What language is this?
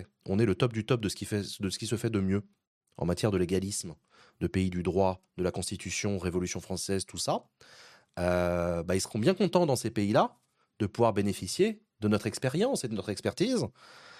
French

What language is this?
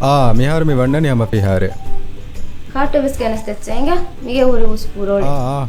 Divehi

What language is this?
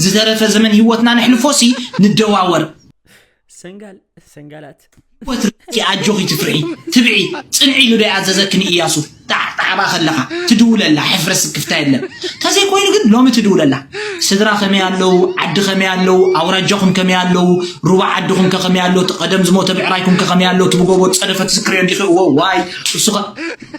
Tigrinya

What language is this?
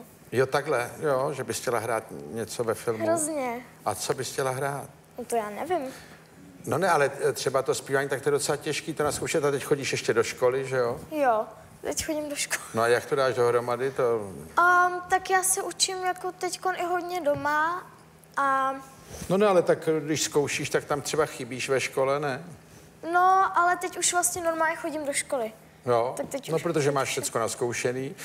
Czech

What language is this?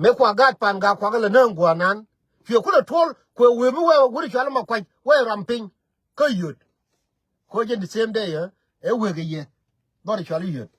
Nuer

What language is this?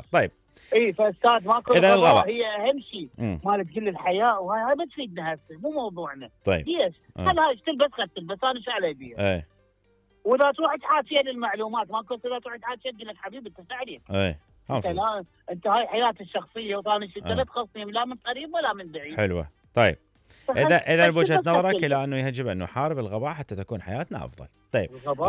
Mesopotamian Arabic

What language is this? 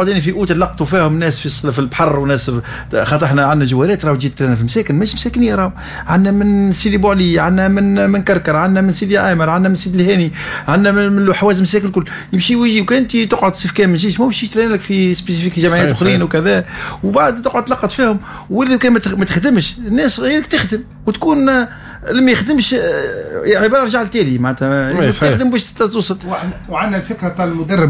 Tunisian Arabic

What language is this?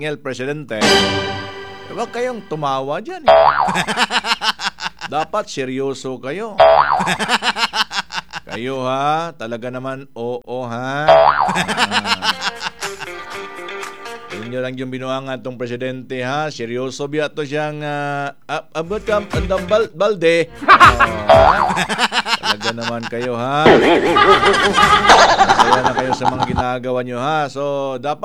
Filipino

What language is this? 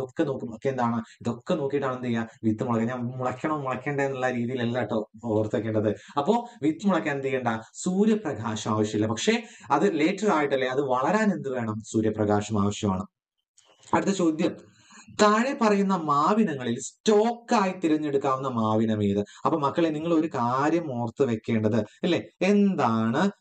Malayalam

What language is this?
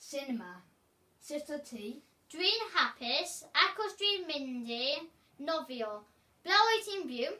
Welsh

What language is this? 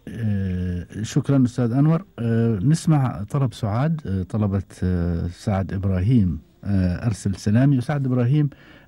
Gulf Arabic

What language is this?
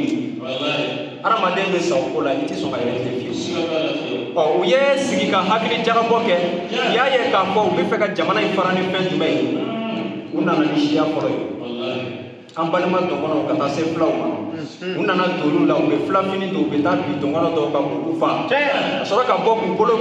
Bambara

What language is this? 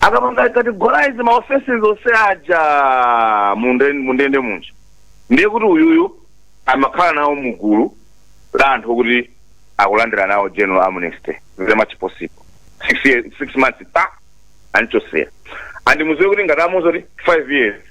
Nyanja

